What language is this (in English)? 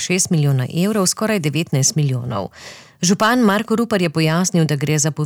Slovenian